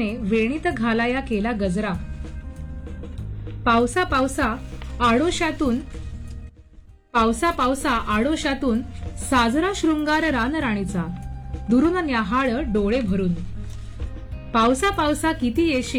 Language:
Marathi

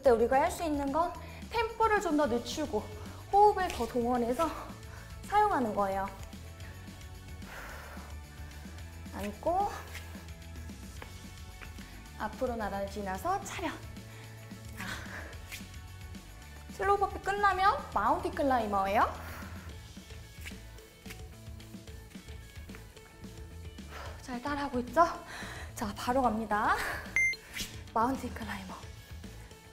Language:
Korean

